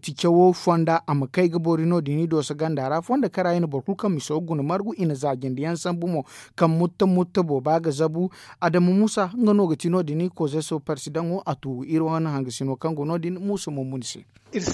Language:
Zarma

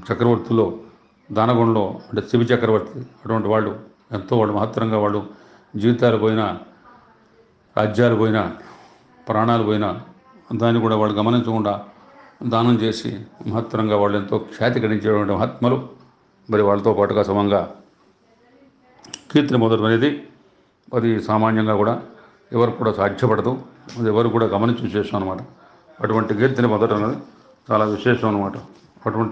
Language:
Telugu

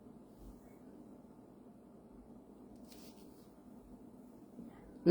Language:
S'gaw Karen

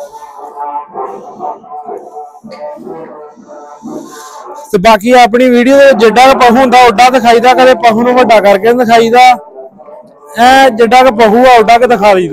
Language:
Punjabi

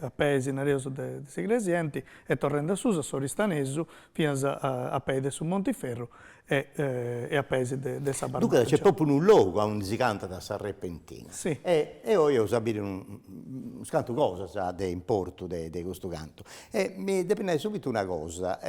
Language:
Sardinian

